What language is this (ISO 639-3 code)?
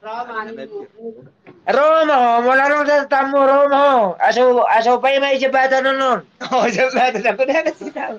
bbc